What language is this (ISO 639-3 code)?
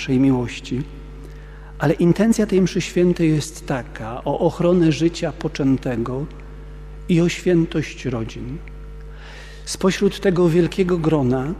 pol